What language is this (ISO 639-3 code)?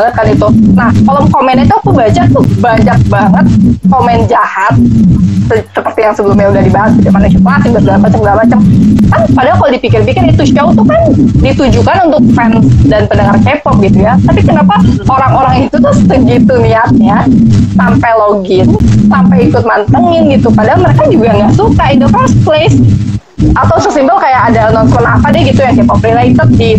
ind